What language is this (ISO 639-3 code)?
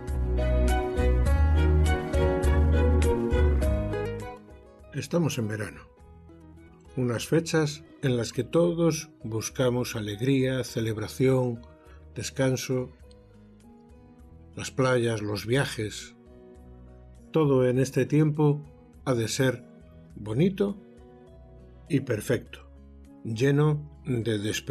spa